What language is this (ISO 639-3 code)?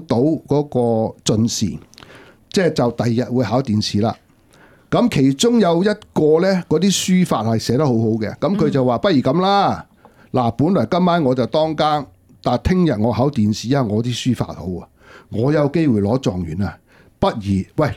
yue